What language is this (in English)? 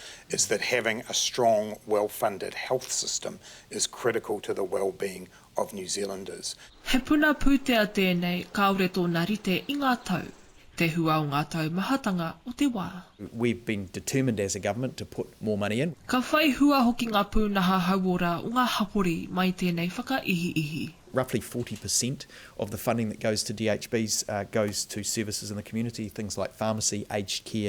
Māori